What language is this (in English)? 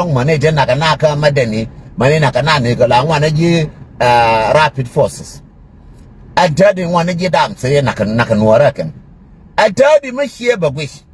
Nuer